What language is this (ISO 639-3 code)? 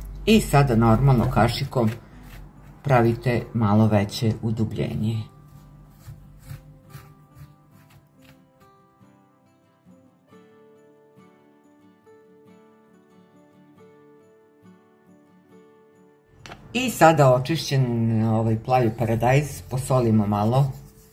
srp